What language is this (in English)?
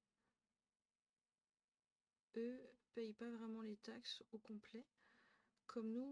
French